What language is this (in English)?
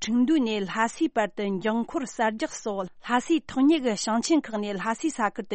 Tibetan